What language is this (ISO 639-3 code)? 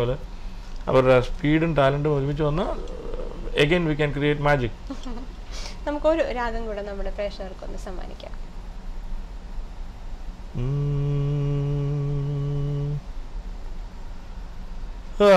mal